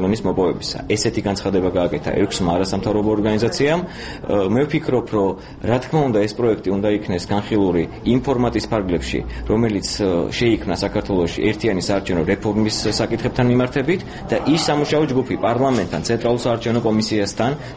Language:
Georgian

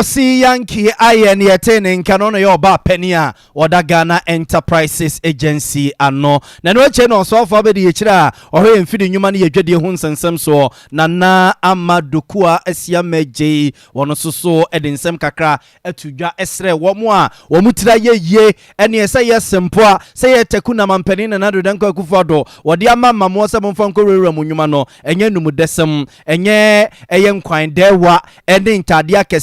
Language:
Akan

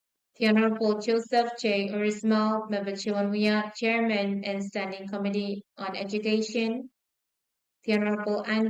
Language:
Pohnpeian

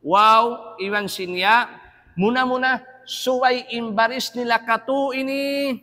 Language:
Tausug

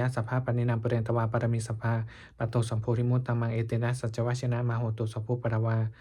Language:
Pali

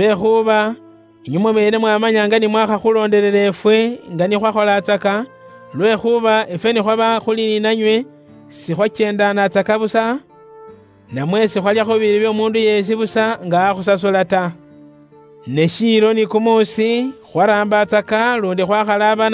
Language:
Luyia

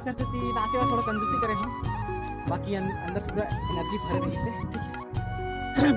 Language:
Chhattisgarhi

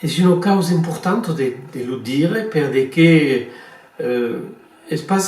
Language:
Occitan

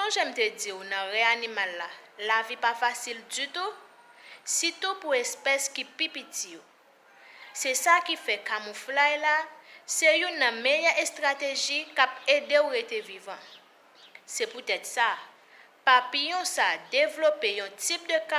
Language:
Haitian Creole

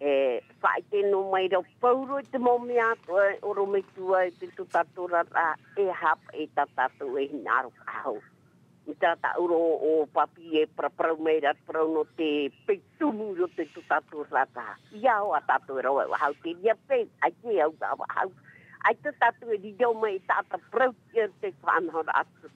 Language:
Tahitian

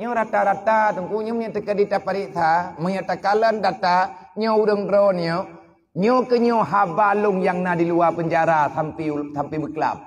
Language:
Achinese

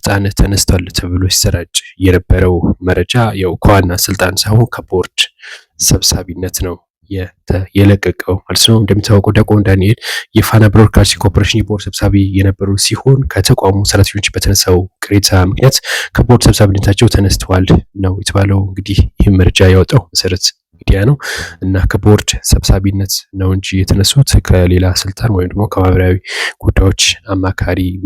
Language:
Amharic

